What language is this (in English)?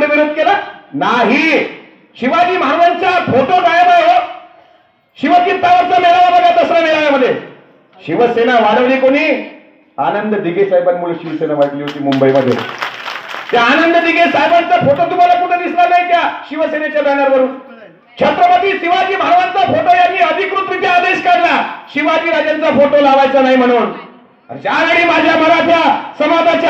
Marathi